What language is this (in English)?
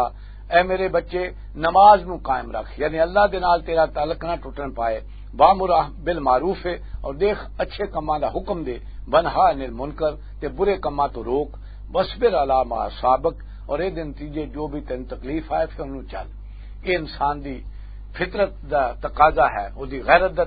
Western Panjabi